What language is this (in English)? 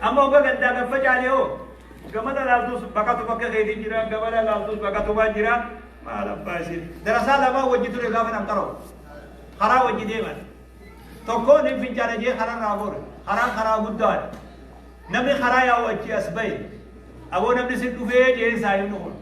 Oromo